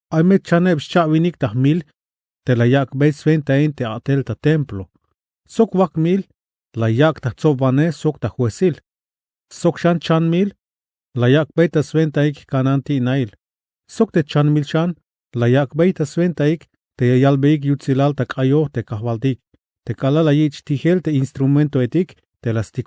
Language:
Tzeltal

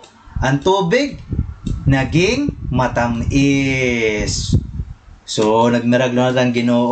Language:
Waray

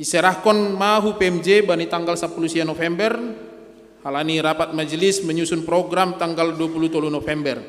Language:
Batak Simalungun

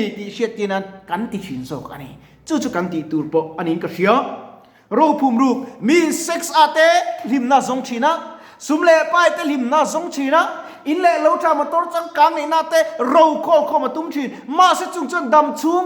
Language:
Mizo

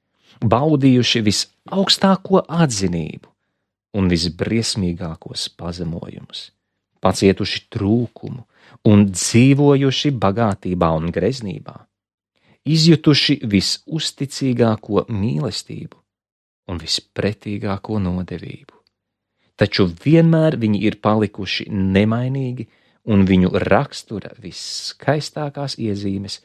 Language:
Latvian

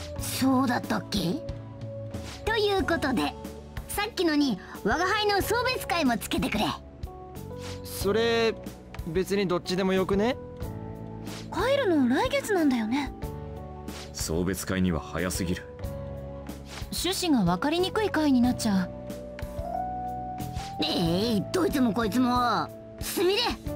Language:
Japanese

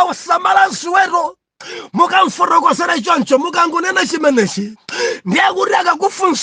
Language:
Nyanja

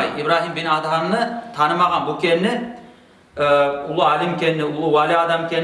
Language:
Kumyk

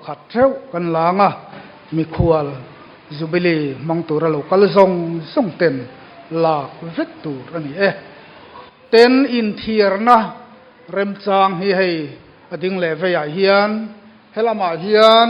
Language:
Mizo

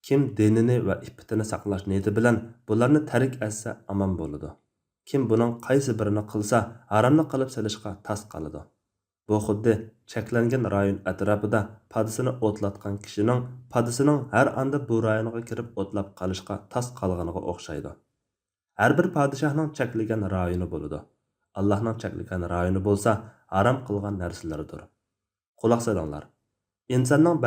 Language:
Uyghur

